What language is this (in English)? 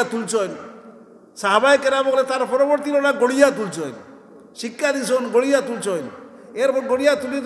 Sylheti